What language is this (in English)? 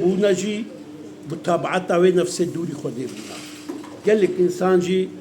Kurdish